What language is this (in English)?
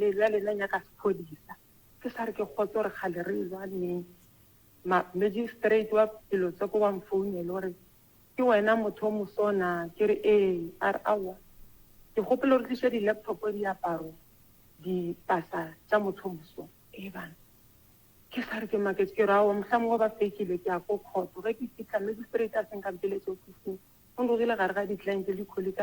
Northern Sotho